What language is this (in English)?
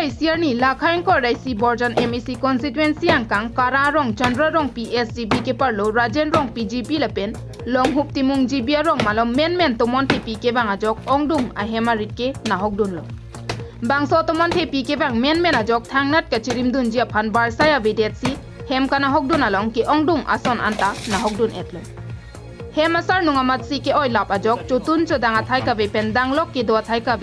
Karbi